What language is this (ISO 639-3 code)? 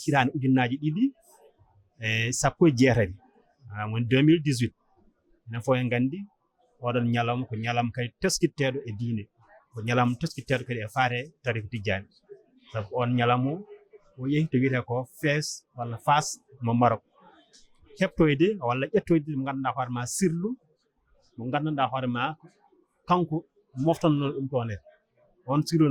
ful